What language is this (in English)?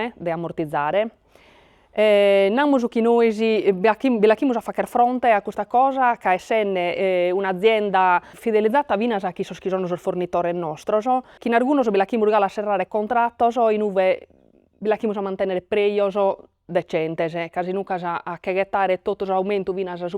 Sardinian